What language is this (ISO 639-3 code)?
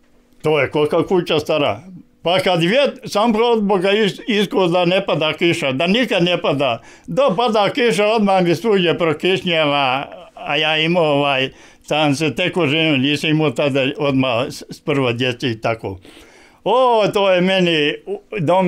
bos